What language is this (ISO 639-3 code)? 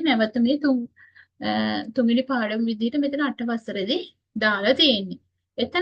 sin